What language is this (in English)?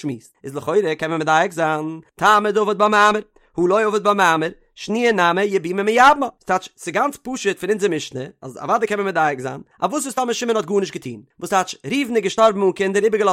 Yiddish